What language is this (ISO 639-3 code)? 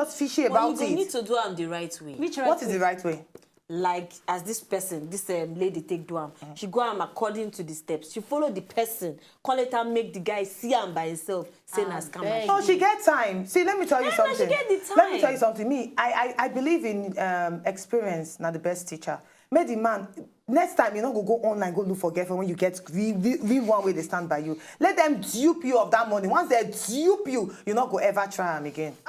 pcm